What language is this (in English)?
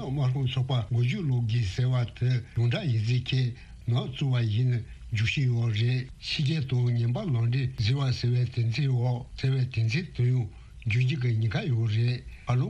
Tibetan